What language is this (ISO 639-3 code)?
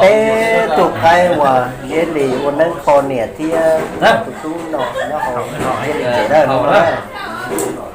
hmn